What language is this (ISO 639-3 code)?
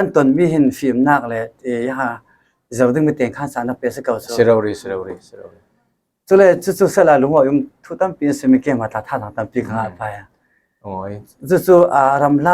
cfm